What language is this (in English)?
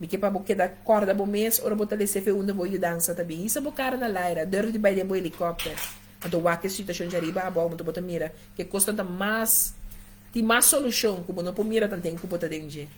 Papiamento